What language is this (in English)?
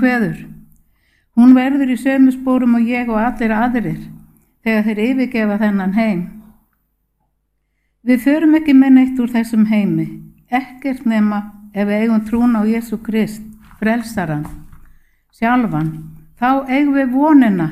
Icelandic